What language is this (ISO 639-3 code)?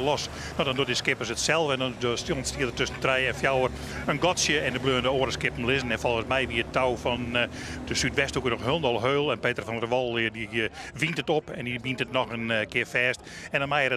fry